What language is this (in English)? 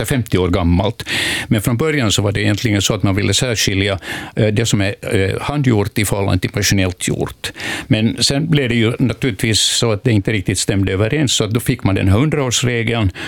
Swedish